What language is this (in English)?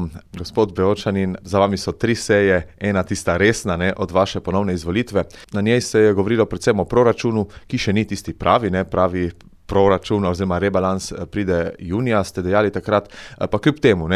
Slovenian